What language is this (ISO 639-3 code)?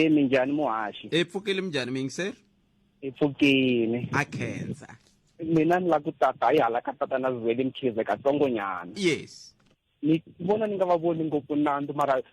tso